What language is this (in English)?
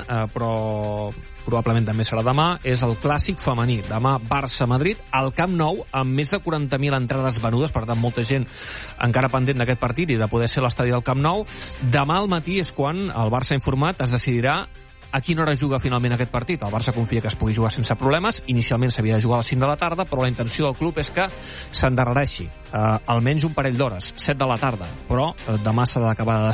Catalan